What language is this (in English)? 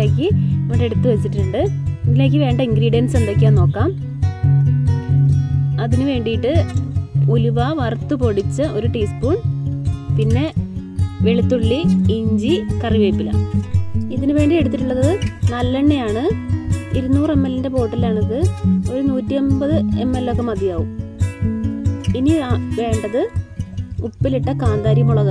Malayalam